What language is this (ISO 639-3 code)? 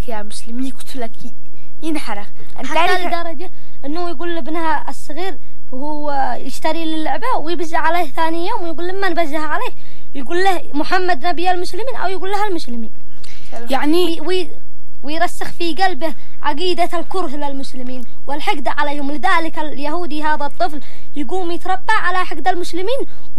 ara